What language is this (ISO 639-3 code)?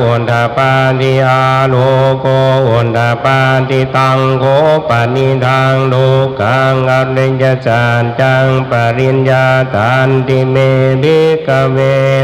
pli